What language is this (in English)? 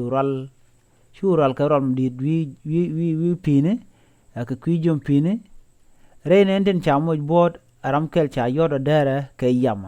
Nuer